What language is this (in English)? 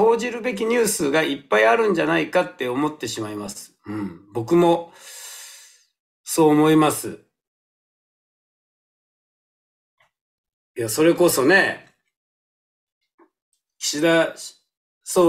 Japanese